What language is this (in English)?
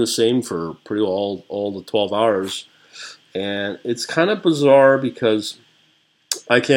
English